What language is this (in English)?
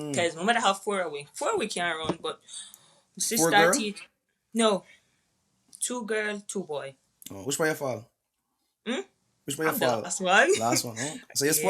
Jamaican Creole English